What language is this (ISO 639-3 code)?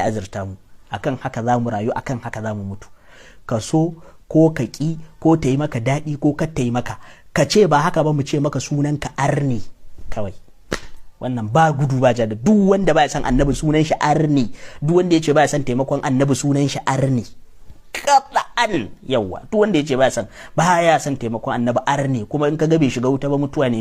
hau